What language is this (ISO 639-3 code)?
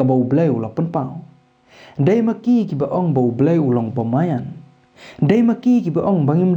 kha